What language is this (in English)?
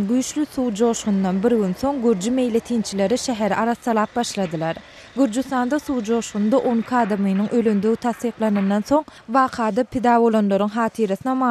Turkmen